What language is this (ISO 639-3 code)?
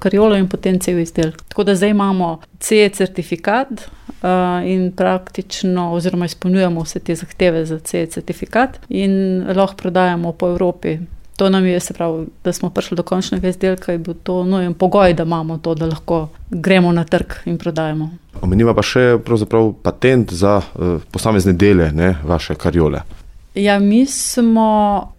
slv